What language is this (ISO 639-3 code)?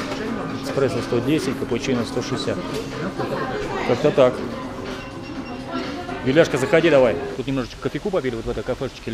rus